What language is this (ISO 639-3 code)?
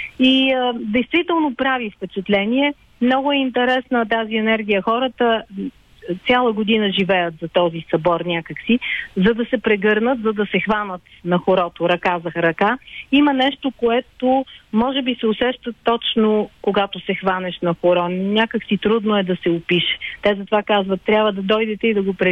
bul